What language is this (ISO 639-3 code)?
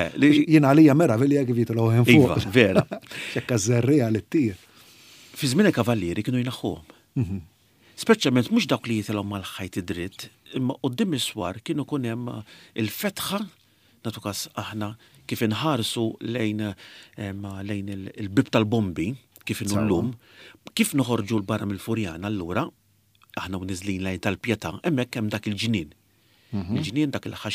mlt